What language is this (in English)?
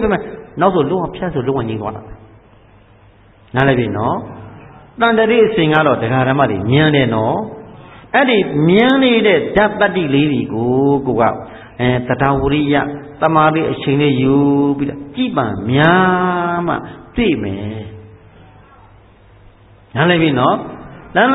Burmese